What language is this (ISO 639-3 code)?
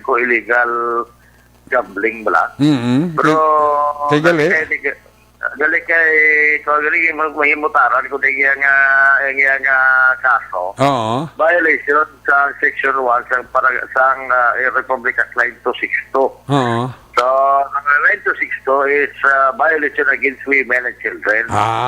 hil